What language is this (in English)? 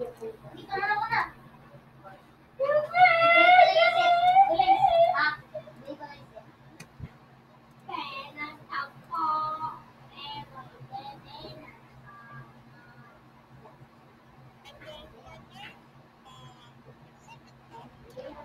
Filipino